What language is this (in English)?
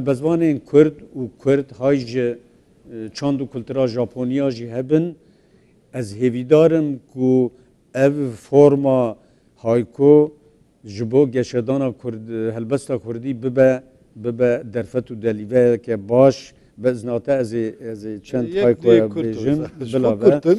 Kurdish